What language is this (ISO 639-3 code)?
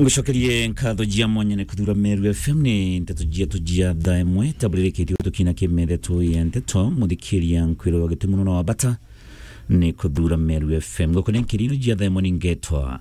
mer